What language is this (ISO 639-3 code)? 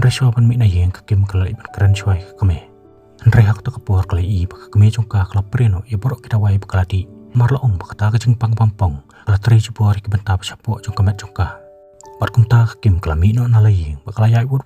kha